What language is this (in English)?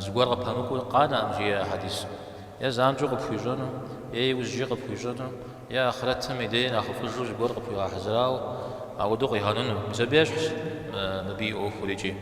Kabardian